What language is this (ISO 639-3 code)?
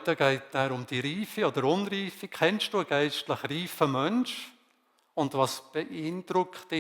gsw